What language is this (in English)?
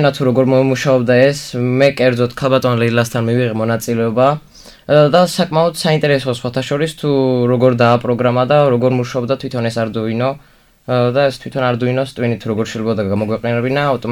Georgian